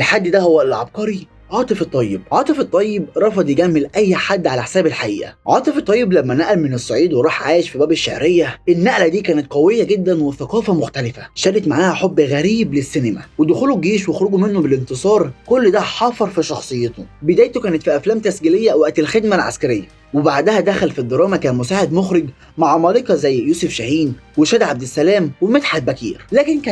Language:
Egyptian Arabic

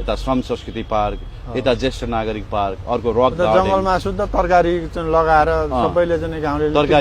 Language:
Nepali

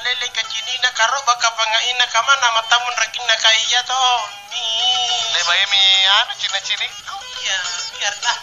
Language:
Makasar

